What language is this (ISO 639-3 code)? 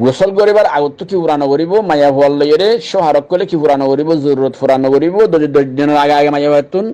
rhg